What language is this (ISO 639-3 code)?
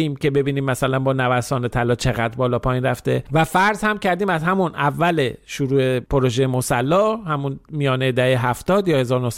fas